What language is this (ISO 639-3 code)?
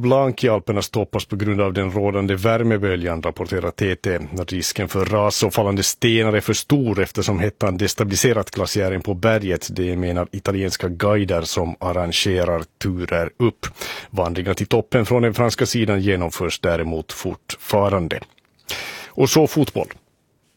swe